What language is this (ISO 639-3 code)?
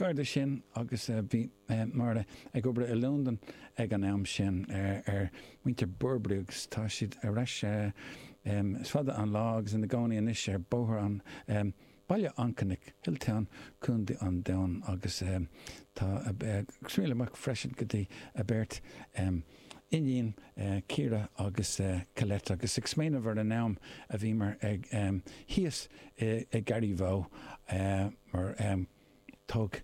gle